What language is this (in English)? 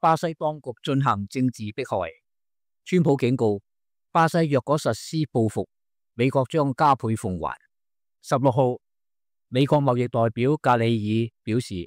Cantonese